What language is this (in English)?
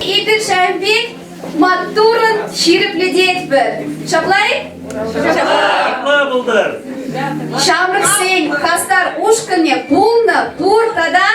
Chuvash